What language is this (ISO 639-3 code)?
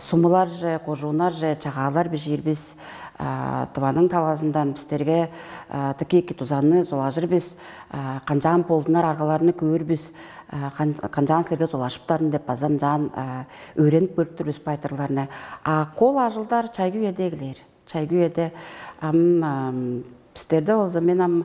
tyv